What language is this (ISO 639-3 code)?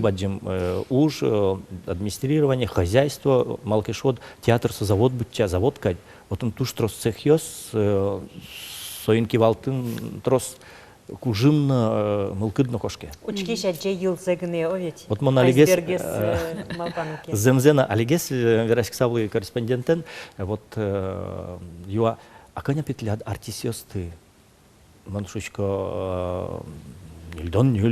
udm